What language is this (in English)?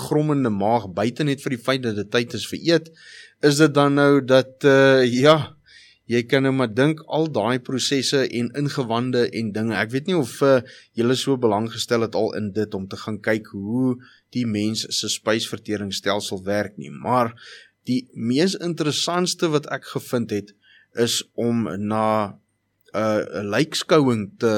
Afrikaans